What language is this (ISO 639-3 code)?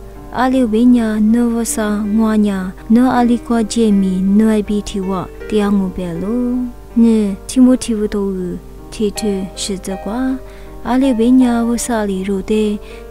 lis